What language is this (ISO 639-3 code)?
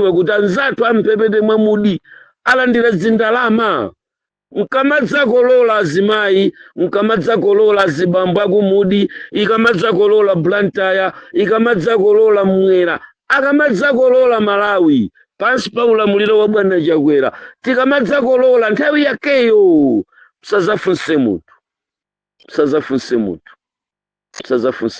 nya